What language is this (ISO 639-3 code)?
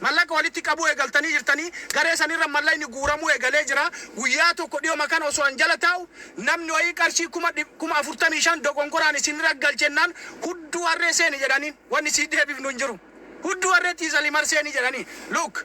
orm